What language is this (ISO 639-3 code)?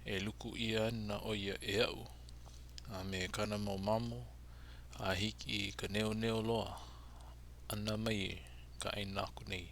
haw